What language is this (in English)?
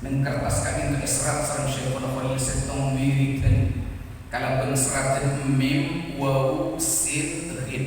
Madurese